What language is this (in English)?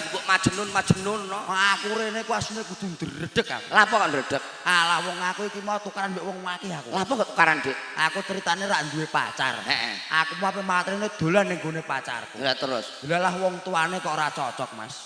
Javanese